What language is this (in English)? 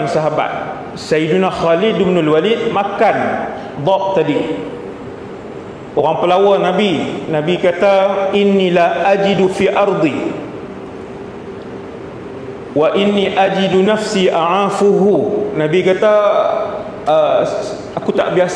Malay